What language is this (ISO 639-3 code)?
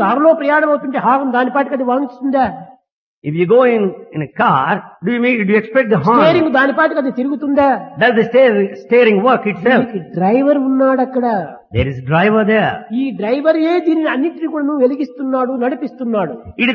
tel